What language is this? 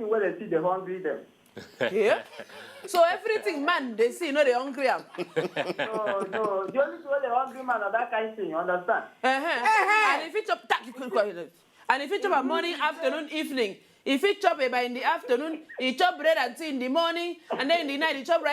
Nigerian Pidgin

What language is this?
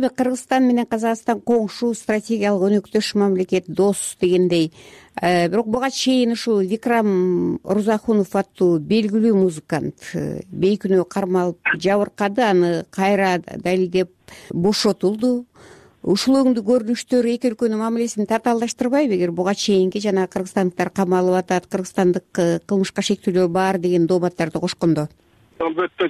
Kyrgyz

